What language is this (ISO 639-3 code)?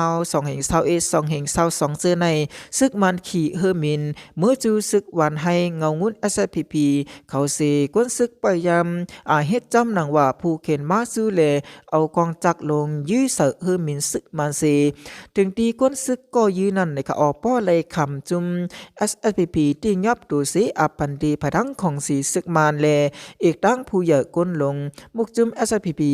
shn